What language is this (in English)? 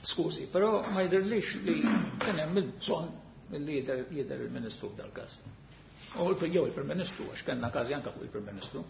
Maltese